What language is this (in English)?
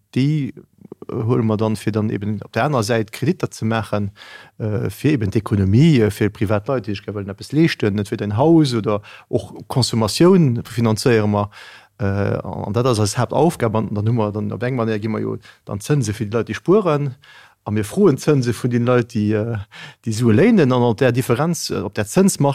Luxembourgish